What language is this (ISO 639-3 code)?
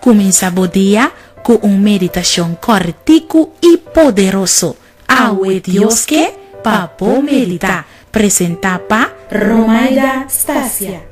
pap